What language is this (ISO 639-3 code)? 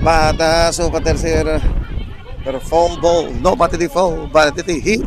pap